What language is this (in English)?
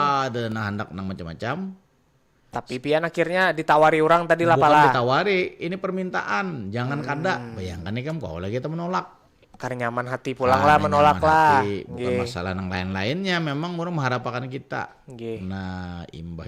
Banjar